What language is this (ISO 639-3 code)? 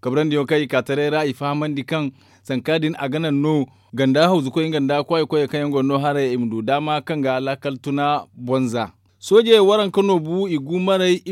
dje